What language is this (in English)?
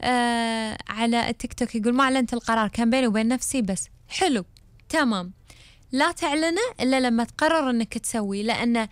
Gulf Arabic